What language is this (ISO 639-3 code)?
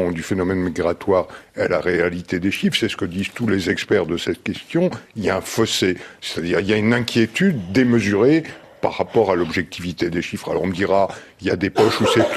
fra